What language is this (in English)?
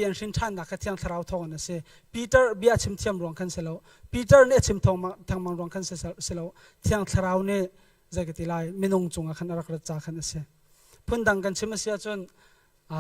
Hakha Chin